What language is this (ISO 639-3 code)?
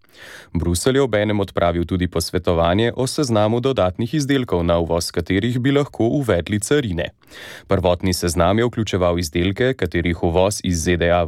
slv